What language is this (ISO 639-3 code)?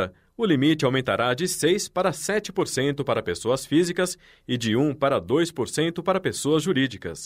por